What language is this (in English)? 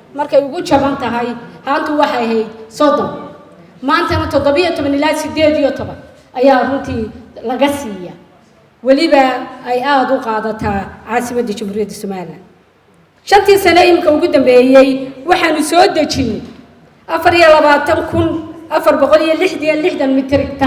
Somali